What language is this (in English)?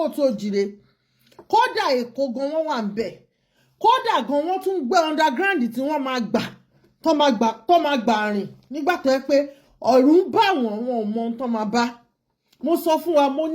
Yoruba